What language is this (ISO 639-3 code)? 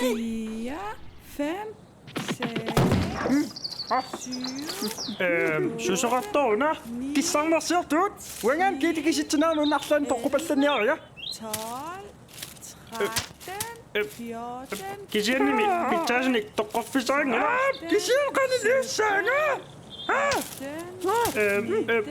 kal